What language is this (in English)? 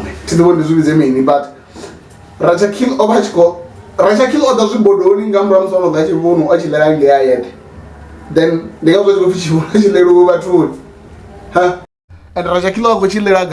Venda